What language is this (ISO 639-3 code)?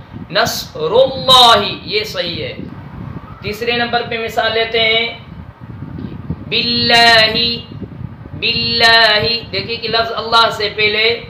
urd